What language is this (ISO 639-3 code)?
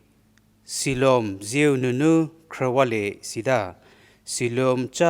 njm